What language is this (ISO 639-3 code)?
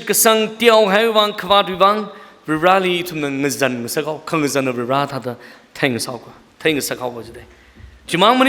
nmf